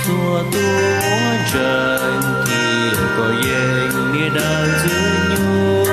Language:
Hmong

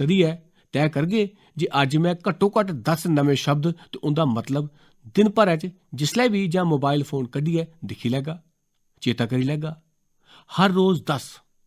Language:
Dogri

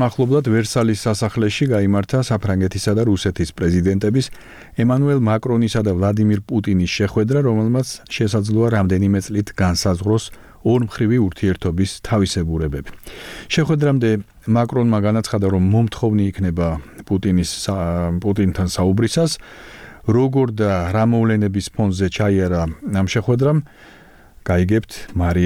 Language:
Georgian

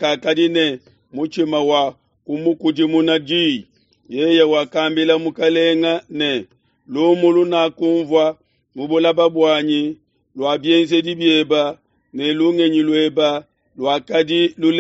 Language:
Luba-Lulua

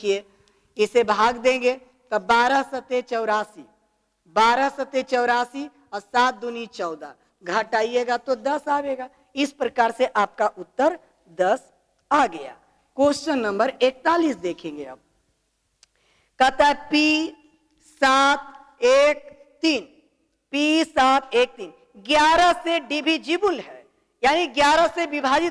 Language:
Hindi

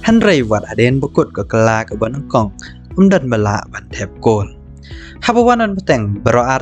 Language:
Khasi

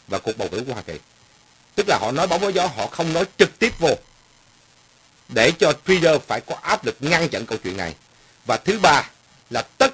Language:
Vietnamese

